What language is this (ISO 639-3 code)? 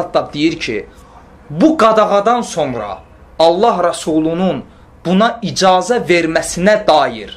aze